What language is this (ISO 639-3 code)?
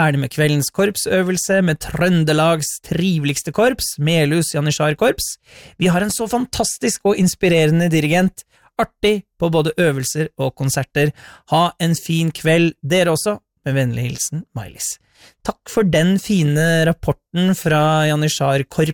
nor